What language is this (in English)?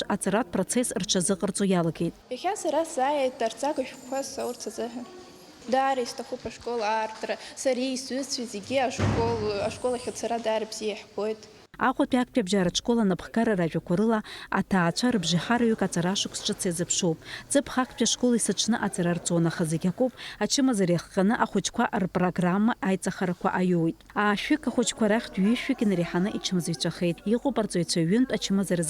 Abkhazian